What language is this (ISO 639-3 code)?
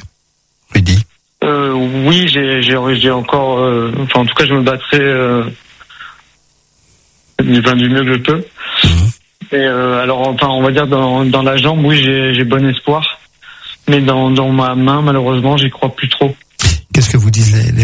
fra